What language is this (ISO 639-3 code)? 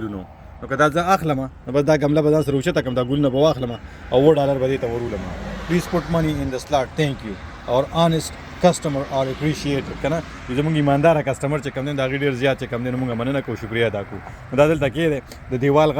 pus